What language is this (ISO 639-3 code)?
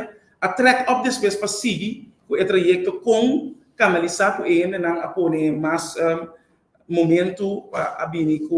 pap